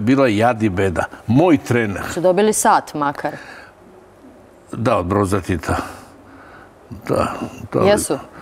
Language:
Serbian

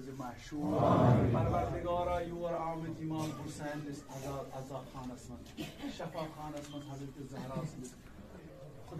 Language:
Kashmiri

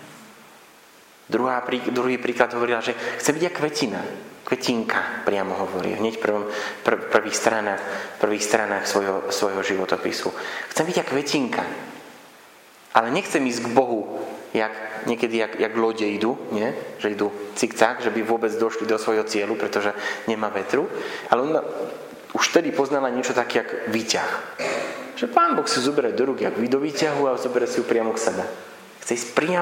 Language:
Slovak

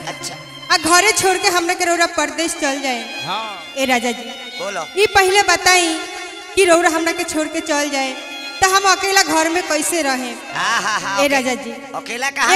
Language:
Bhojpuri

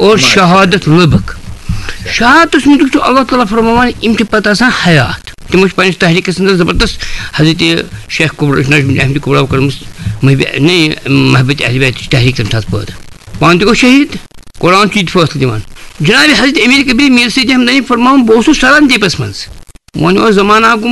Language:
Kashmiri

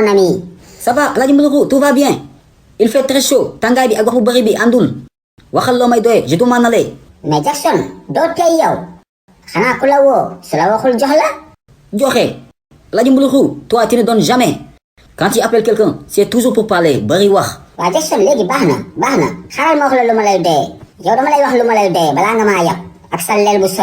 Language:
Wolof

